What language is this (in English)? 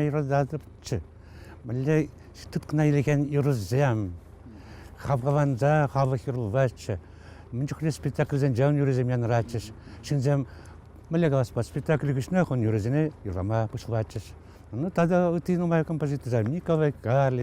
Chuvash